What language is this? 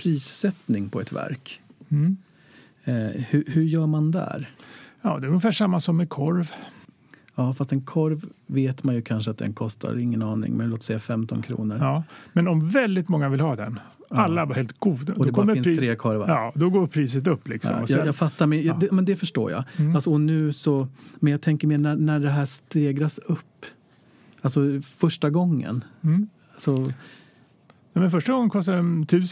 Swedish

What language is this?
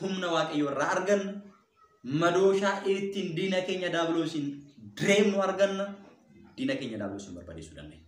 Oromo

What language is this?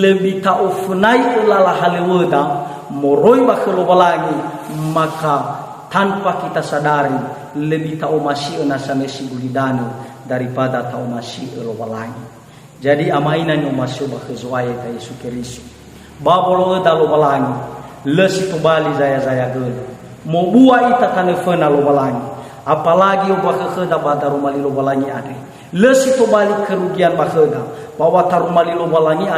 Nias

